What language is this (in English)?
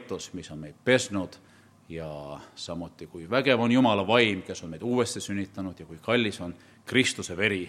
Estonian